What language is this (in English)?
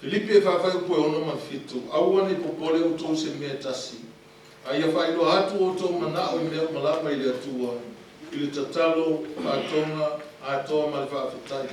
Samoan